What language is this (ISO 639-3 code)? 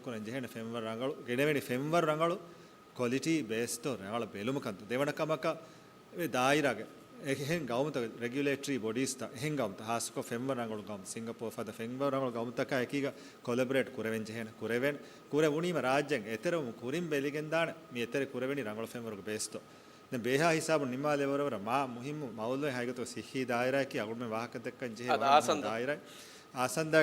div